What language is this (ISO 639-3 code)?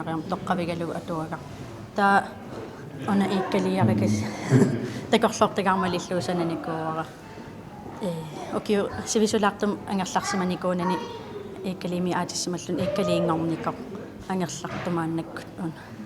kal